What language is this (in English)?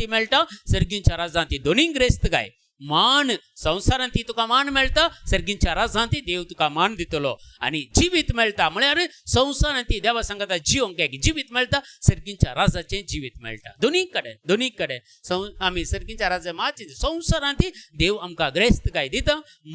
Konkani